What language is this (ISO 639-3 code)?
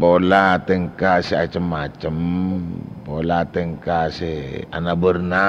mad